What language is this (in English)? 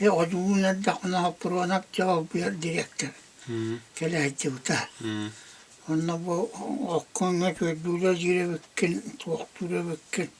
Yakut